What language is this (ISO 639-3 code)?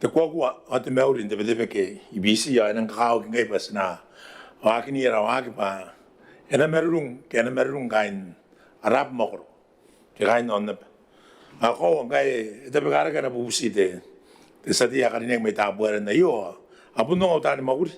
gil